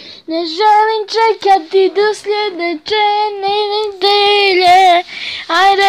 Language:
Slovenian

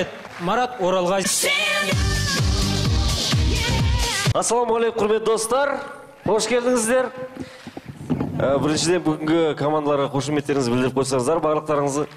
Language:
Kazakh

